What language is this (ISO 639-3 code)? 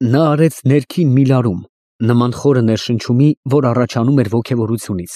hye